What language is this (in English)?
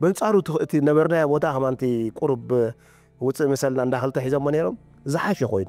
Tigrinya